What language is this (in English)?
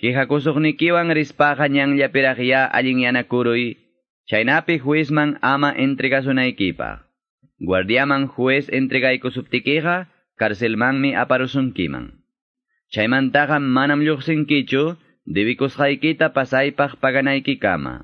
Quechua